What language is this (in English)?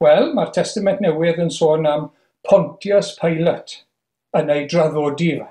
Welsh